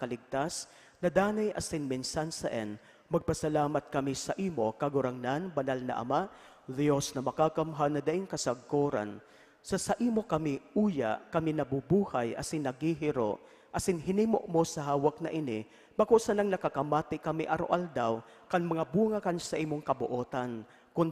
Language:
Bikol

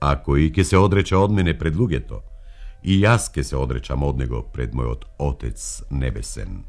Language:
Macedonian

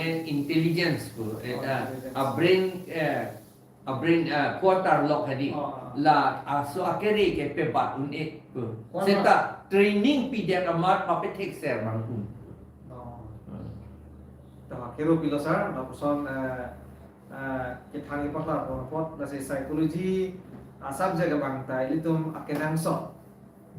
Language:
Karbi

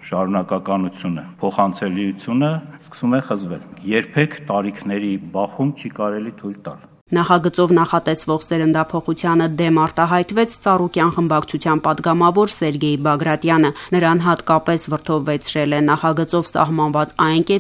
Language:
Armenian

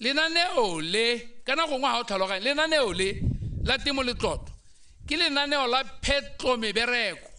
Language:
Tswana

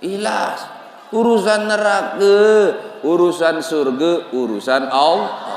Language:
Sasak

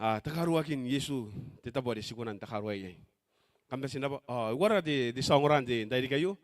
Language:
Gilbertese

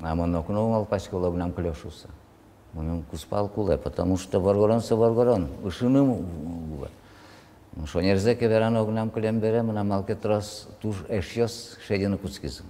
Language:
Udmurt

